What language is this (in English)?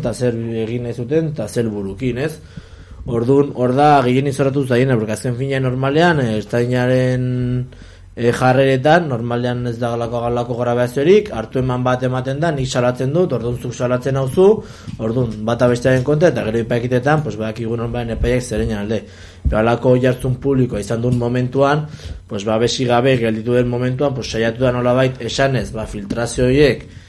Basque